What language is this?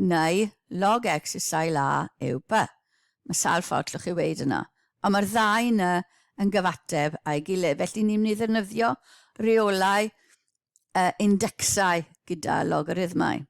Welsh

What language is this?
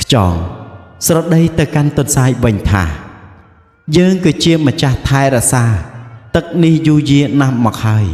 Khmer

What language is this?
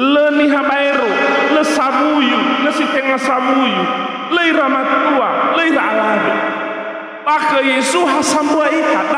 Nias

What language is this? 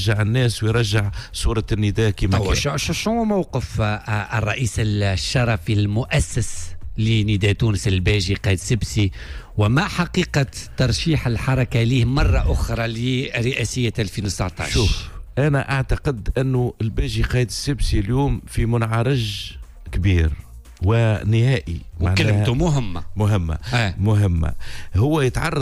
Tunisian Arabic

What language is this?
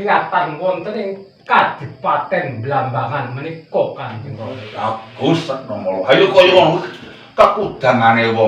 Javanese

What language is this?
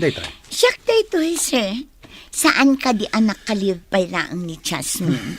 Iloko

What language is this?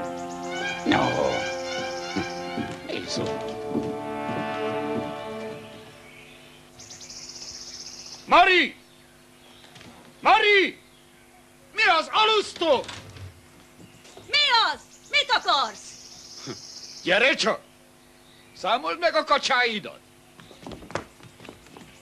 Hungarian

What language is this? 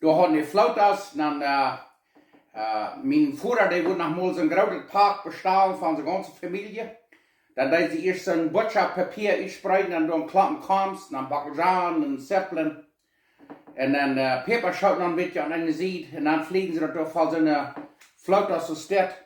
Plautdietsch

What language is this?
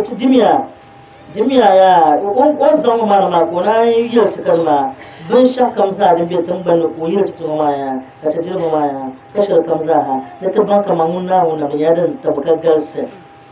Dagbani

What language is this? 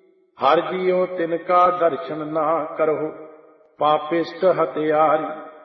Punjabi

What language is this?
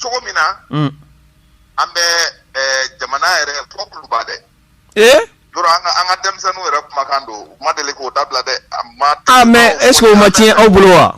Bambara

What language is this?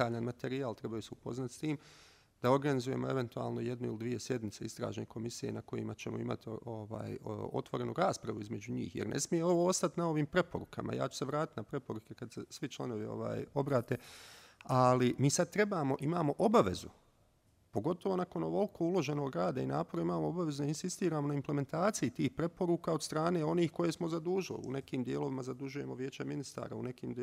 Bosnian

